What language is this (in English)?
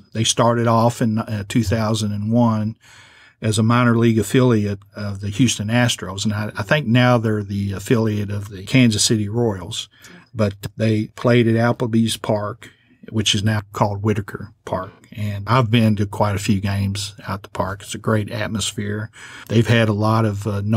English